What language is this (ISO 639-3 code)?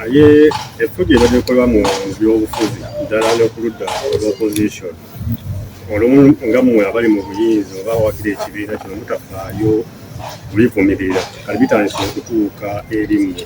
lug